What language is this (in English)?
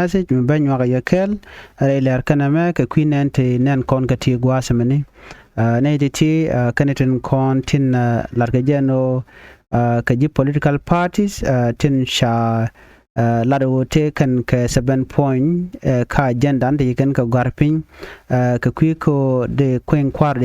Nuer